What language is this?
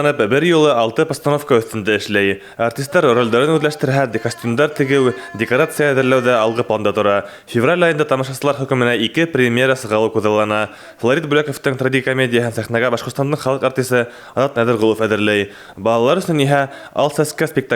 Bashkir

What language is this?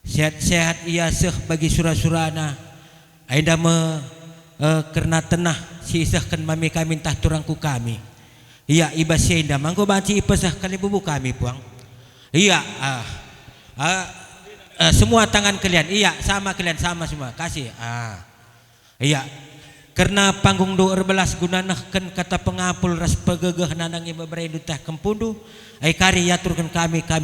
Batak Karo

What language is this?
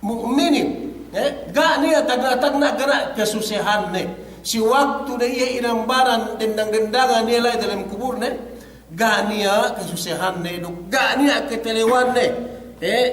Yakan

